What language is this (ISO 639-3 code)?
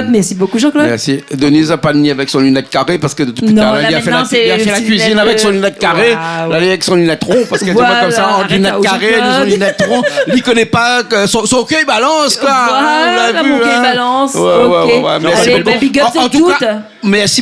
rcf